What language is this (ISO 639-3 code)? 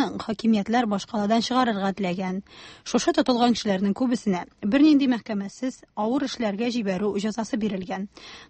tat